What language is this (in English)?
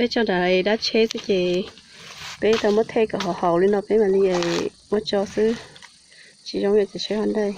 Hmong